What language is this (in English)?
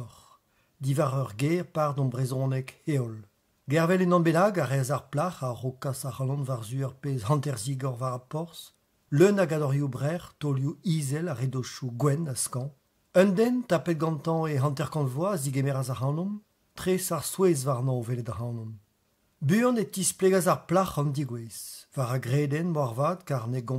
Breton